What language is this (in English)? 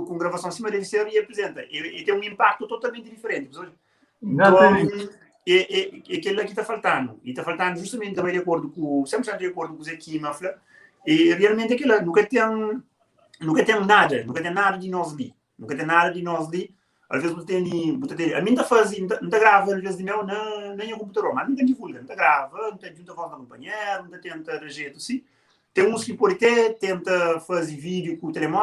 Kabuverdianu